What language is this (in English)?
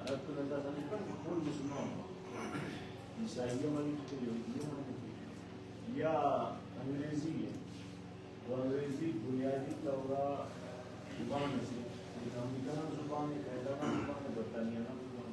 Brahui